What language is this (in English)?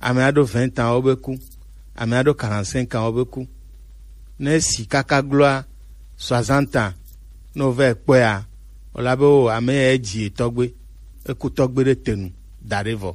Gen